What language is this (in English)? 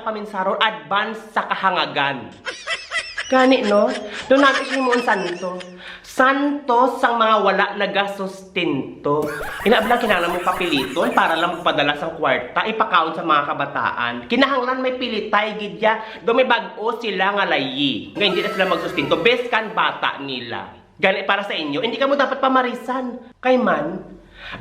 Hiligaynon